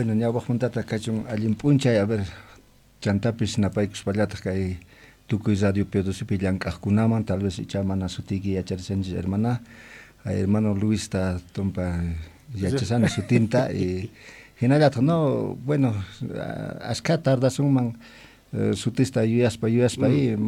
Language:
Quechua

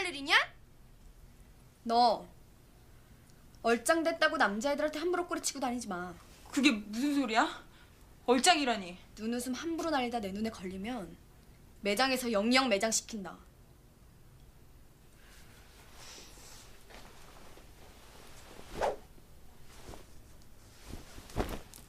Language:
Korean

